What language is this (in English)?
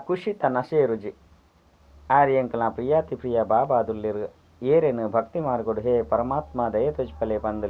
Tulu